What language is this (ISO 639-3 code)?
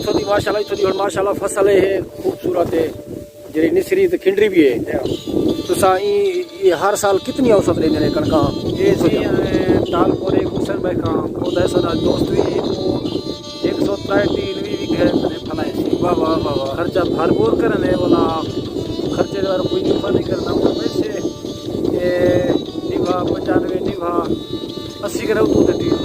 skr